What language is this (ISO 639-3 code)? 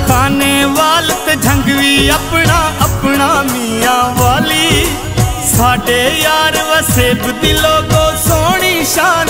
skr